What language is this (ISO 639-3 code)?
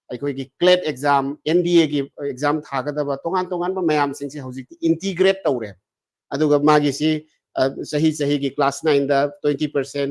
mni